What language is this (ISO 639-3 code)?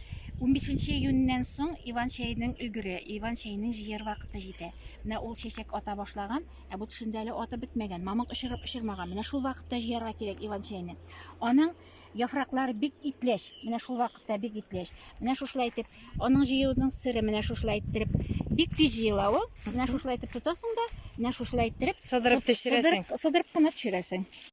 tat